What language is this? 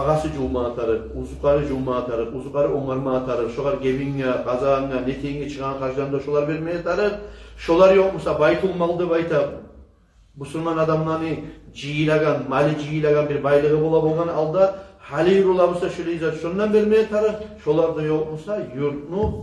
Kumyk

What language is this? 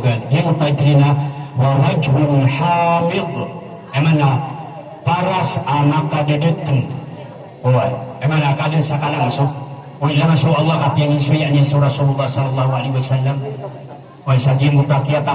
Maranao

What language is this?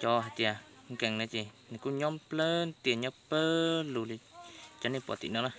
Hmong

